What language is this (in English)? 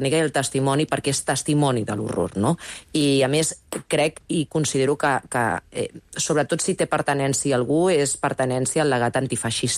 Catalan